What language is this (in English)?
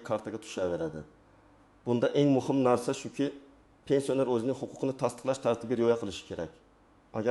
Uzbek